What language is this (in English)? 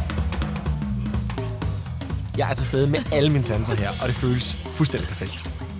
Danish